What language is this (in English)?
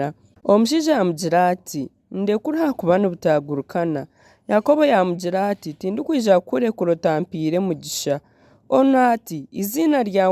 Nyankole